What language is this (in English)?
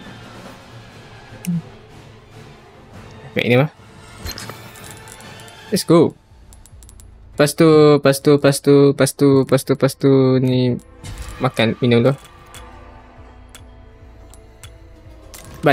Malay